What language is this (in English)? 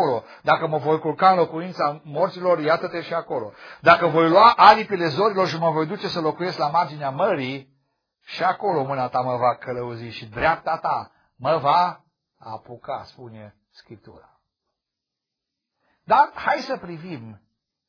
Romanian